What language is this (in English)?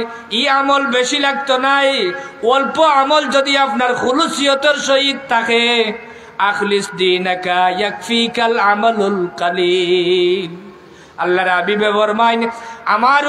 Sylheti